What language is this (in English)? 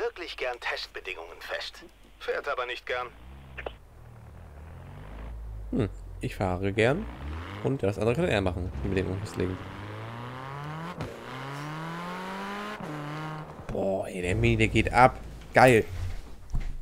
German